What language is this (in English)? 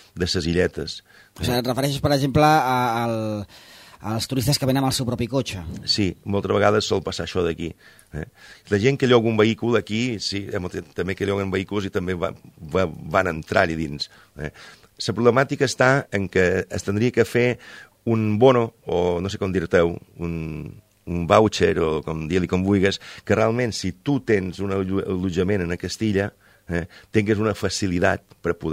Catalan